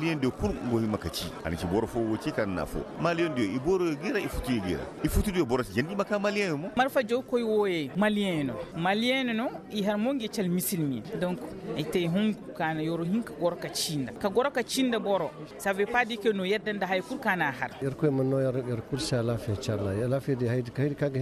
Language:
Koyraboro Senni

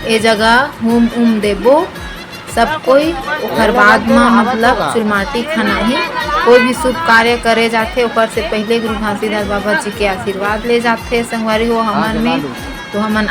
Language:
Chhattisgarhi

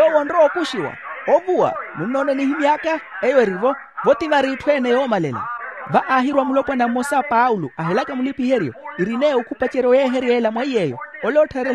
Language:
Makhuwa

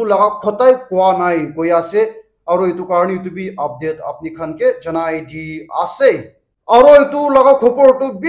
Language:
Naga Pidgin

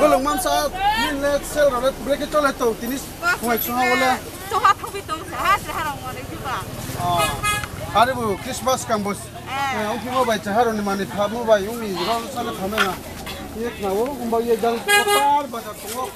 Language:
Riang (India)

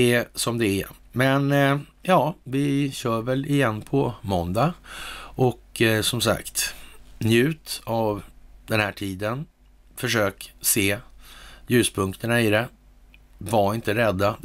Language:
Swedish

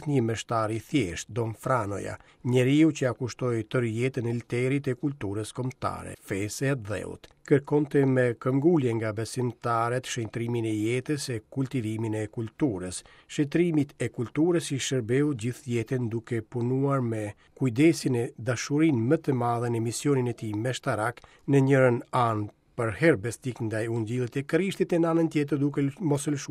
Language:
Albanian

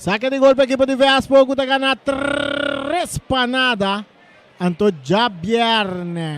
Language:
Papiamento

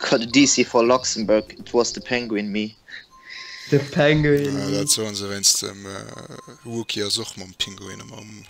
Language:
Luxembourgish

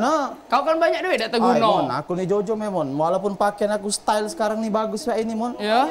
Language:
Musi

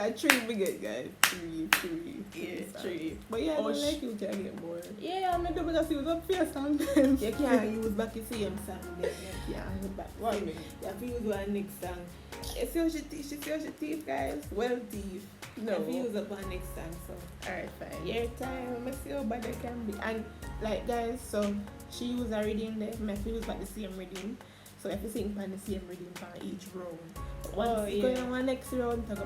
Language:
Jamaican Creole English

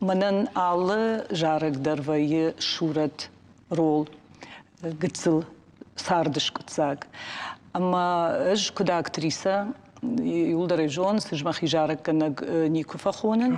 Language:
Ossetic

